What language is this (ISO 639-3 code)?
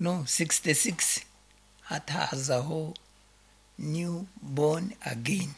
nyn